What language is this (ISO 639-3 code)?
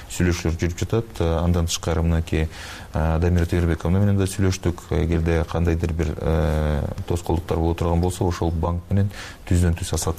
kir